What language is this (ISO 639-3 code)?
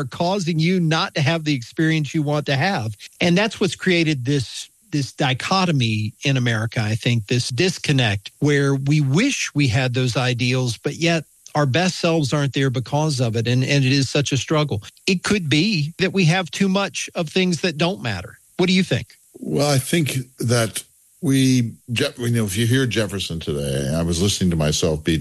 eng